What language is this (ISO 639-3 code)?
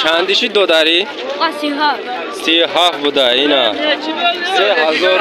tgk